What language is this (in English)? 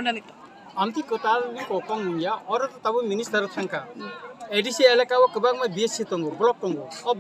Kok Borok